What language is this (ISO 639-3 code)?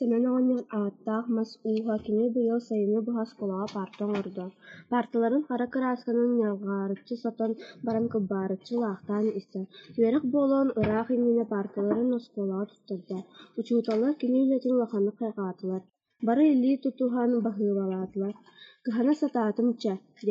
sah